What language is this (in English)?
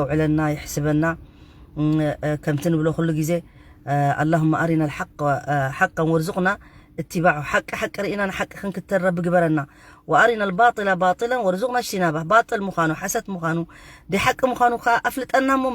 Tigrinya